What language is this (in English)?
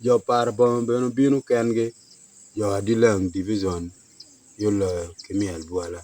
Acoli